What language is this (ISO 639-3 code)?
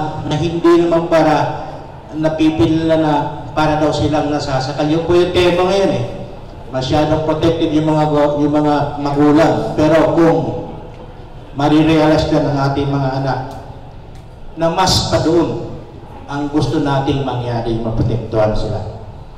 fil